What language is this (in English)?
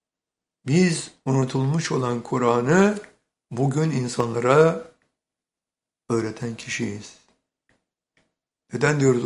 Turkish